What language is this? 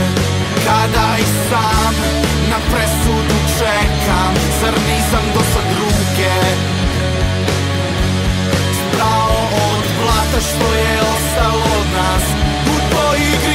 Serbian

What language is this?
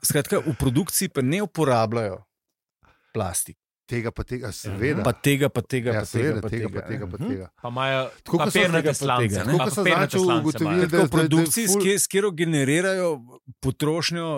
Slovenian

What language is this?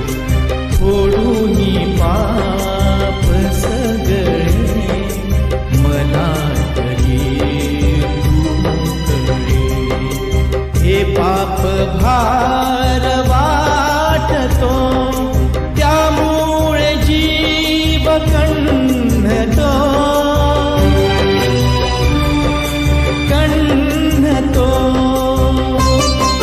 Marathi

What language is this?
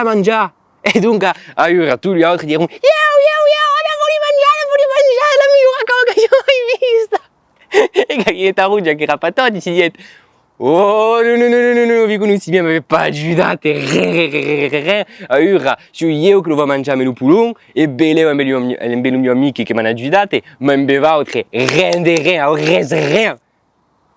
Occitan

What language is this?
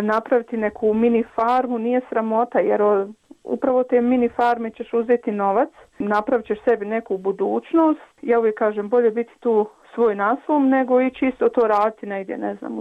Croatian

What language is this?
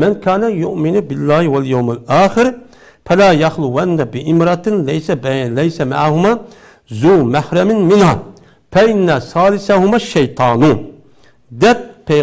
Uyghur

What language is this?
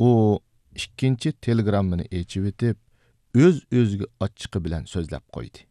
Uyghur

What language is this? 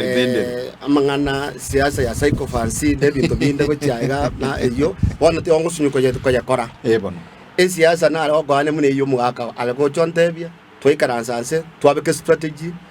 Gusii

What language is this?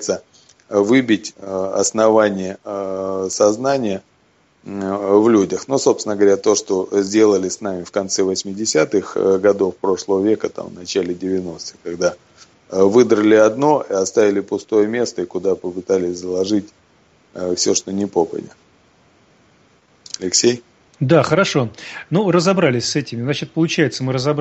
Russian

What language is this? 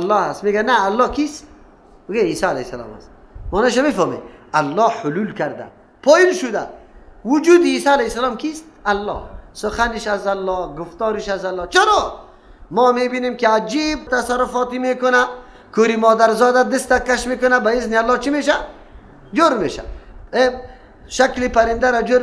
Persian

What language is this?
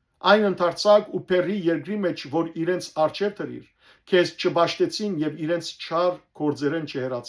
Western Armenian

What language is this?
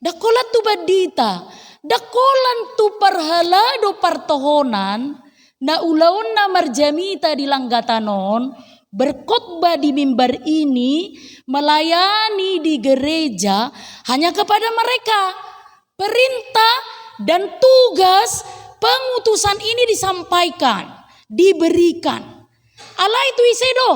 Batak Toba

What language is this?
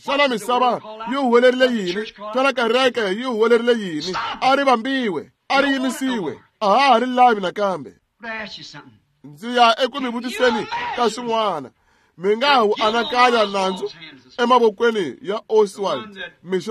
Tsonga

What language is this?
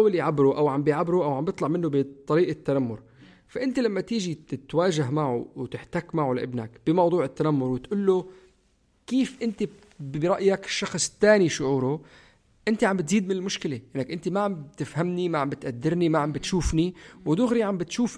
North Levantine Arabic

